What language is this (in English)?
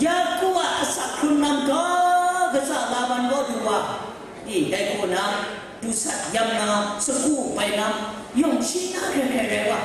Kachin